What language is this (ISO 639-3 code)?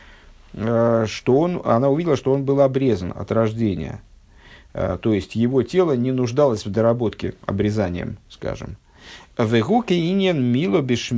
rus